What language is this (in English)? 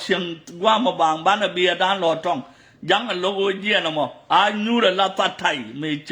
Nuer